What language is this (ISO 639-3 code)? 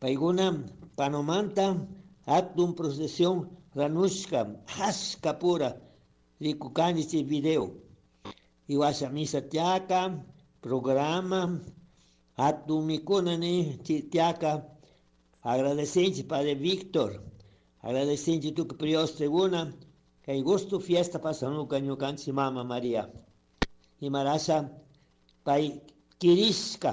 qug